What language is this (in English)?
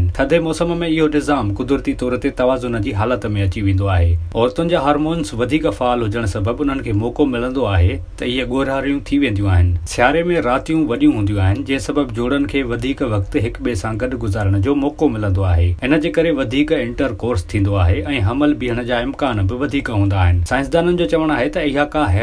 Sindhi